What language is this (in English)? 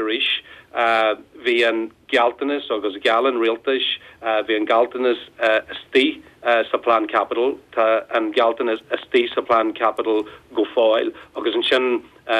Irish